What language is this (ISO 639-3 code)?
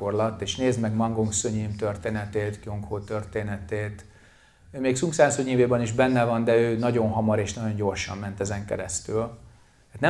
hun